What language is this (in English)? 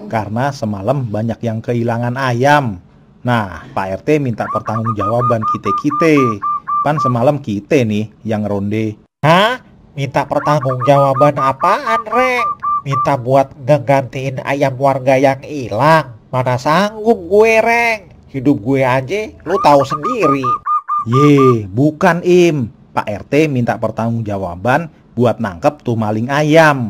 Betawi